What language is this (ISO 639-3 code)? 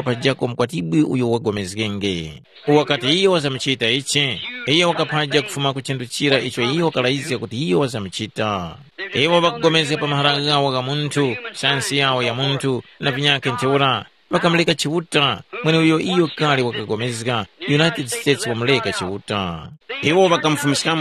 tum